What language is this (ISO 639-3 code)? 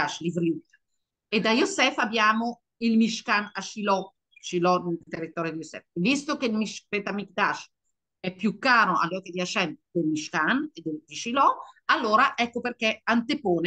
ita